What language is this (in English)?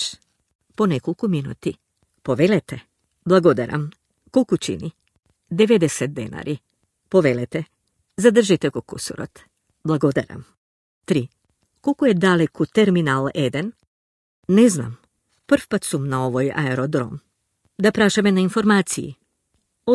Macedonian